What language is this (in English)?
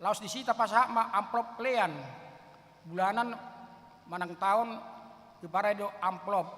Batak Toba